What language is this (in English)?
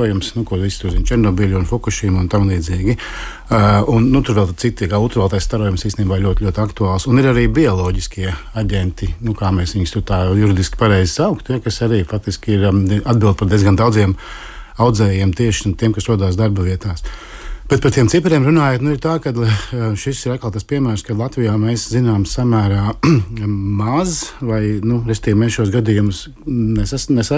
Latvian